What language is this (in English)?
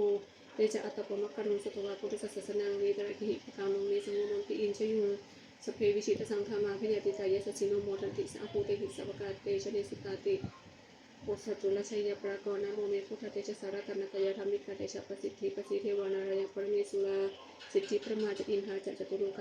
Pali